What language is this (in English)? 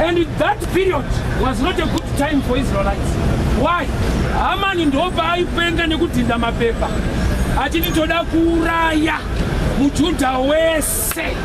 Shona